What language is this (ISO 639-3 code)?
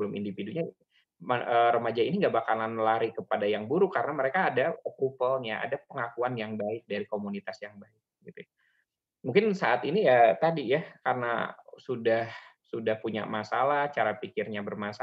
ind